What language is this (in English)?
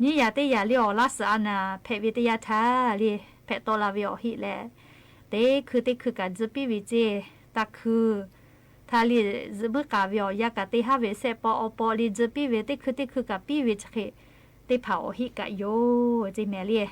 Lahu